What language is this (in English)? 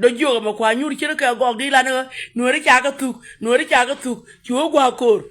Nuer